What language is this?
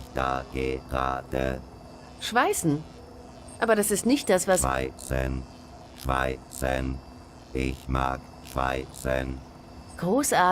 Swiss German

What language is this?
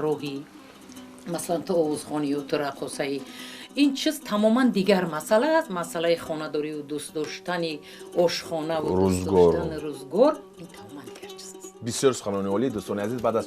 Tajik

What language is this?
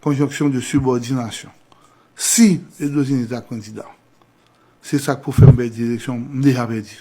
Haitian Creole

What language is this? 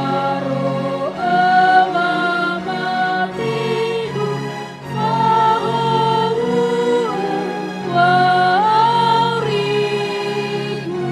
Nias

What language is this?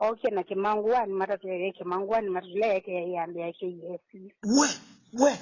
Kamba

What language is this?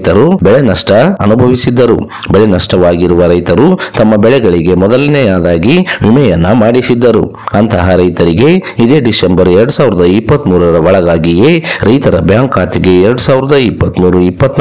Kannada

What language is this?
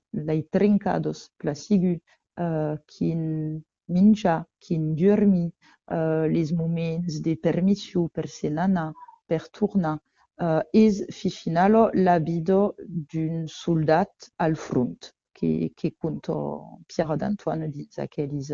Occitan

